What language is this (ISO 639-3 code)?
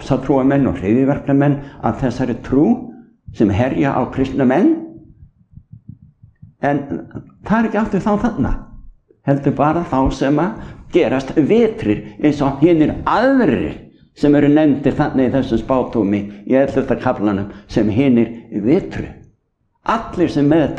isl